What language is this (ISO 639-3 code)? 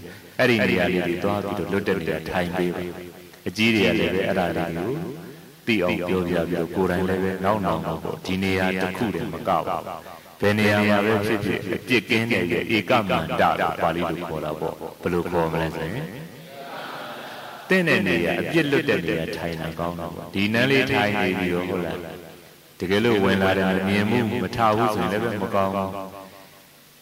mya